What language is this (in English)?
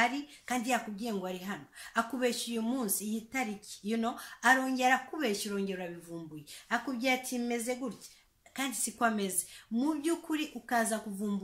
Kinyarwanda